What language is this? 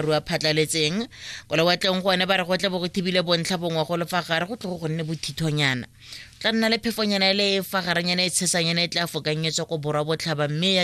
Tswana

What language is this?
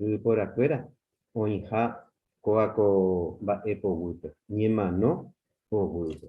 Guarani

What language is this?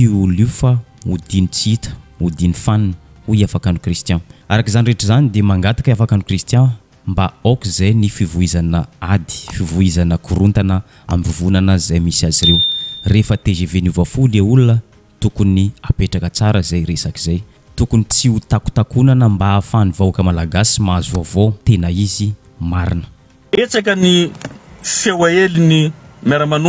Malagasy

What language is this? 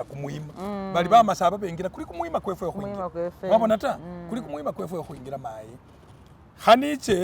Masaaba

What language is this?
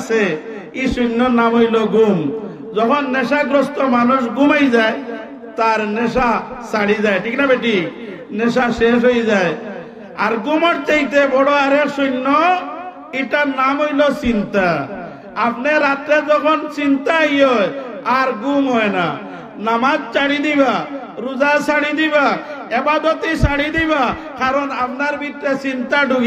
Sylheti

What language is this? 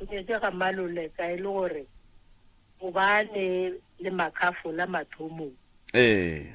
Northern Sotho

